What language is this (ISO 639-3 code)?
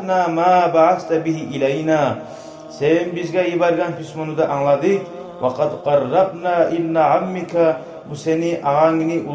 kum